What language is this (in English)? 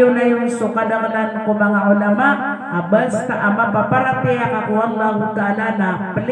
Maranao